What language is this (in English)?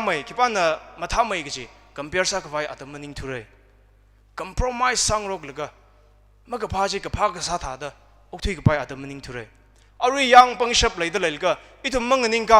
Tangkhul Naga (India)